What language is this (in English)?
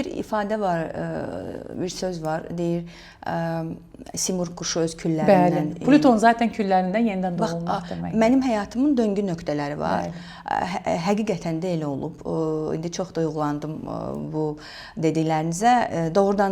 Azerbaijani